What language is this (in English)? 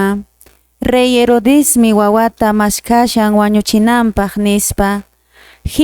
Quechua